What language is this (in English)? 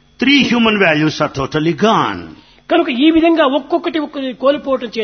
Telugu